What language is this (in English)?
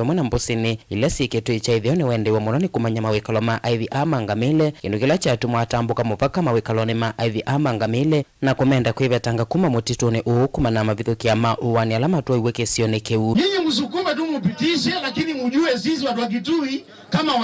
Kamba